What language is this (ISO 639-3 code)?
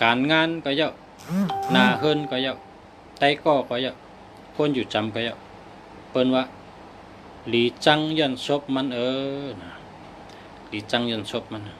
shn